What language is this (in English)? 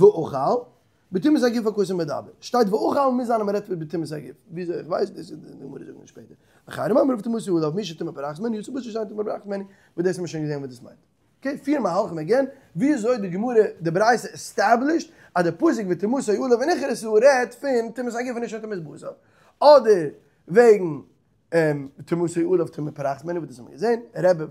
Yiddish